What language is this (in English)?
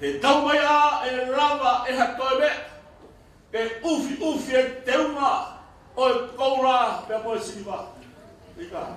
Tongan